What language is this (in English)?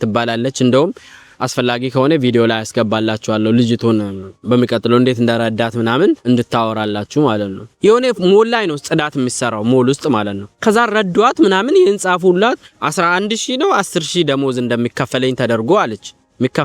Amharic